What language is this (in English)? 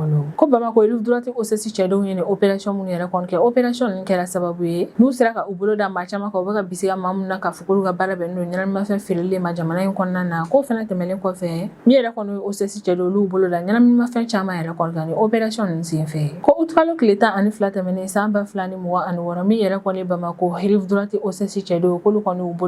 Bambara